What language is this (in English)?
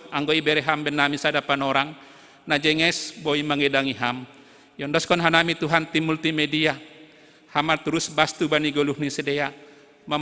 Batak Simalungun